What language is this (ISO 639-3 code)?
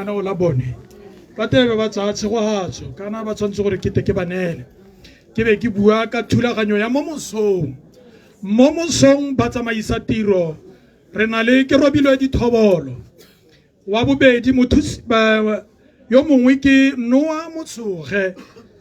tsn